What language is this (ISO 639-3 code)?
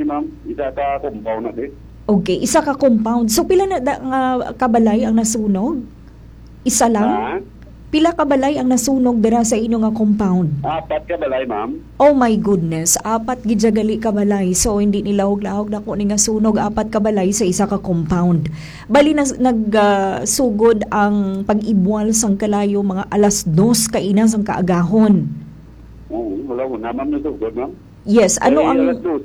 hil